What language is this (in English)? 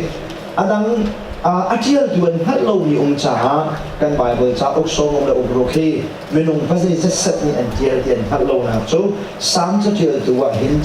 Hakha Chin